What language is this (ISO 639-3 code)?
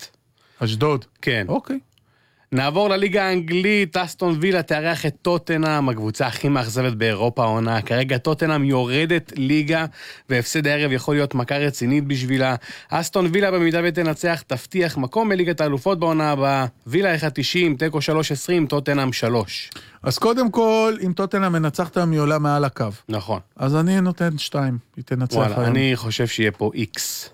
heb